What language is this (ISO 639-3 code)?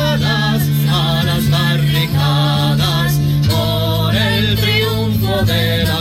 ita